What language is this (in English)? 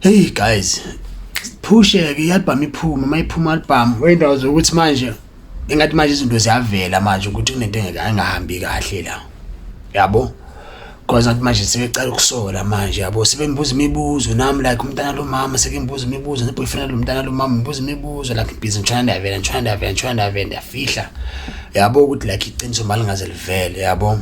Zulu